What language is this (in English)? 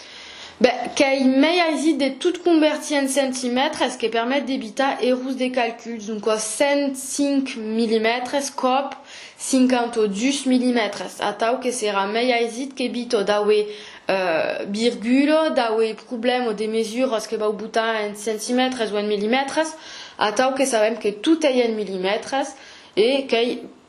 Occitan